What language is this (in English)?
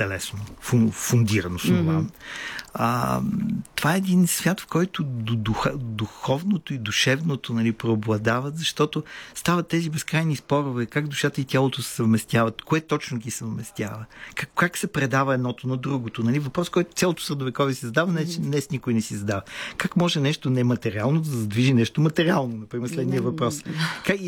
Bulgarian